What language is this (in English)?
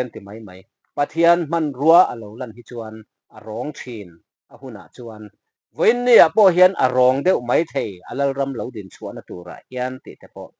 Mizo